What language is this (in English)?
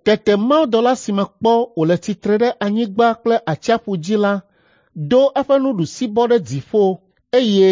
Ewe